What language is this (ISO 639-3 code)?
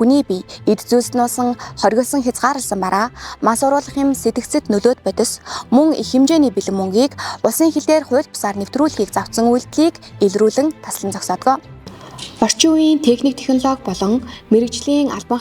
mon